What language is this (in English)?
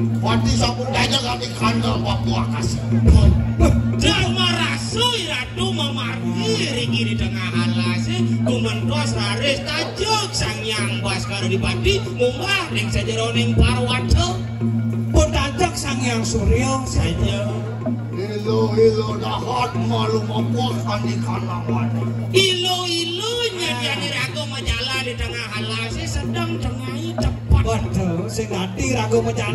Balinese